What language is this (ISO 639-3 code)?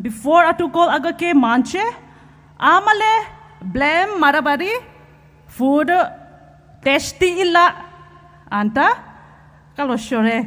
pmx